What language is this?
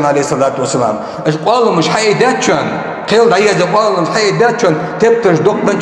Ingush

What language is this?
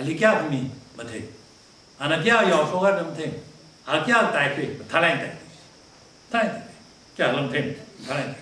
Tangkhul Naga (India)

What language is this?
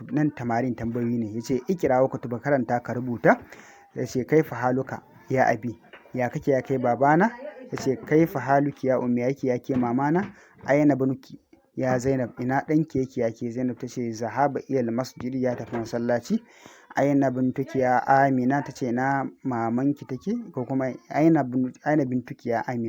Hausa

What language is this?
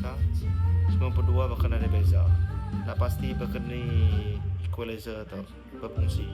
Iban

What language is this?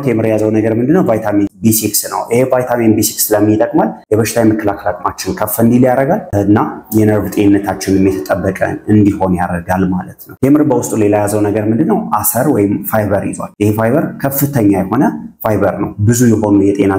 Amharic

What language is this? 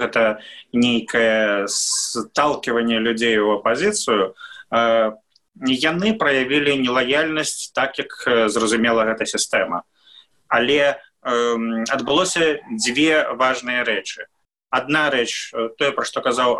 Belarusian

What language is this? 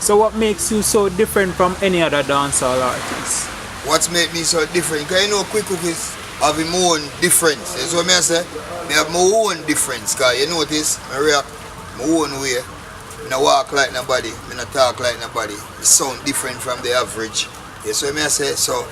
Jamaican Creole English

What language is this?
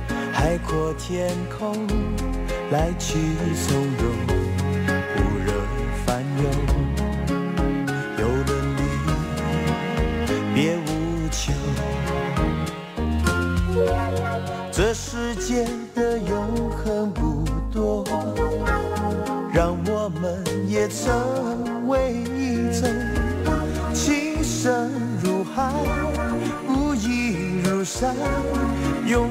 Chinese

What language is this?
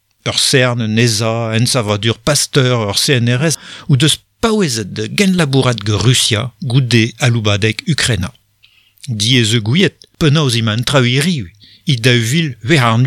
Breton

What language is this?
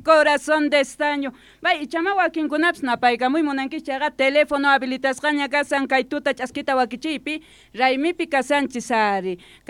Quechua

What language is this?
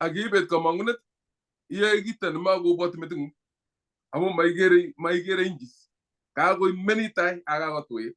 Kalenjin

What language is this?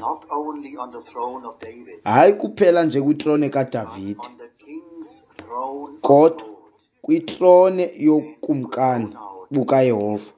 Xhosa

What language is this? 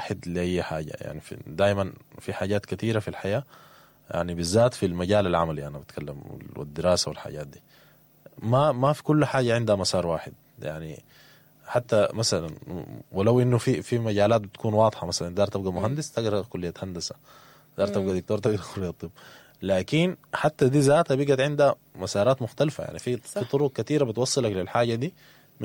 Sudanese Arabic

